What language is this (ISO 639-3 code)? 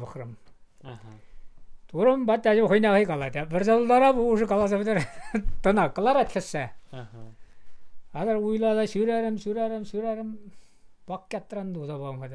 chv